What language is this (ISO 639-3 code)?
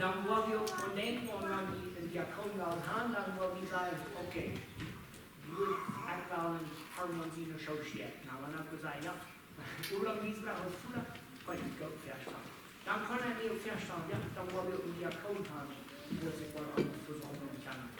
pdt